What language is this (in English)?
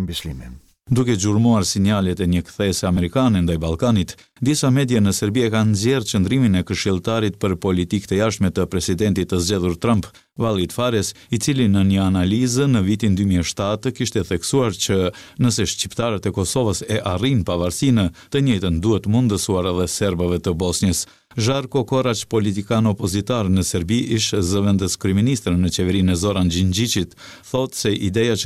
Albanian